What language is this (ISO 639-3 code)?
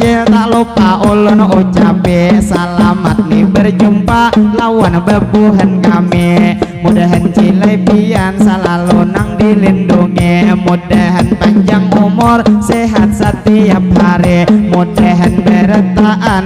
bjn